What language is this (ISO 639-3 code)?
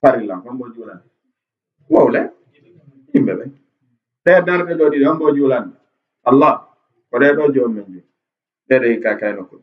ful